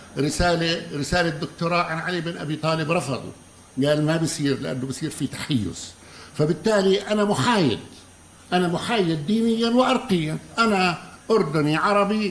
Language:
North Levantine Arabic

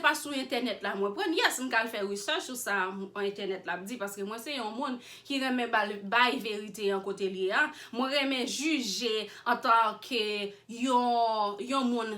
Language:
Haitian Creole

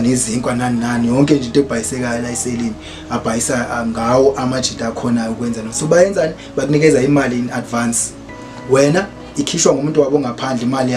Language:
Zulu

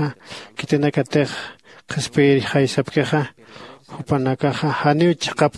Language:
Aymara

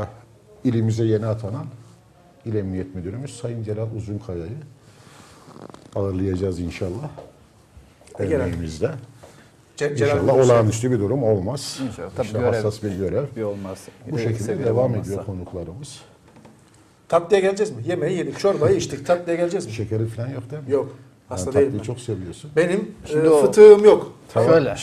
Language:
Turkish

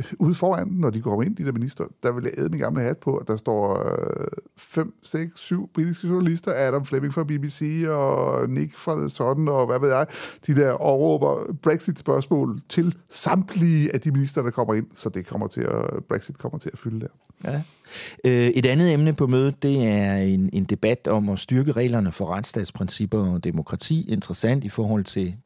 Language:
Danish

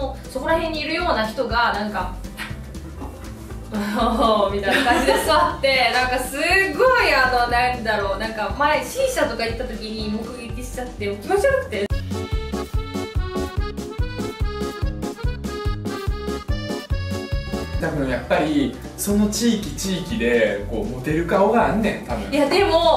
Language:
Japanese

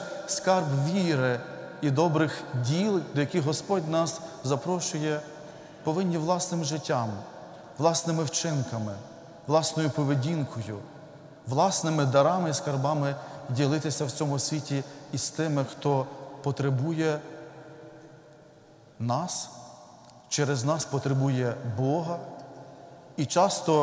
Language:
Ukrainian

